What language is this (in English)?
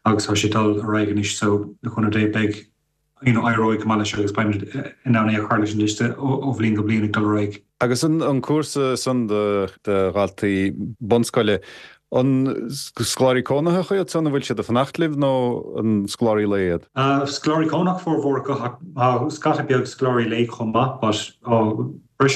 Irish